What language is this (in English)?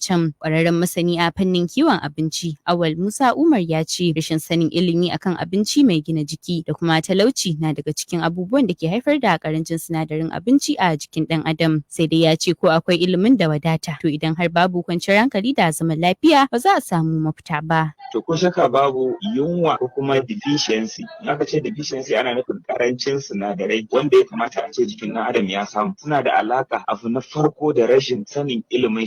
Hausa